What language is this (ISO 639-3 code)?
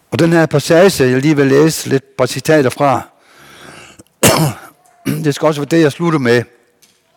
dan